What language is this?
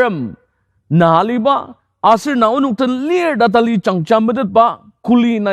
Ao Naga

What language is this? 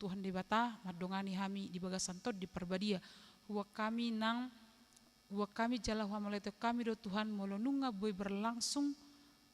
Batak Toba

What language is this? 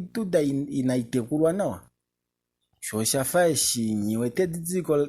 Kuanyama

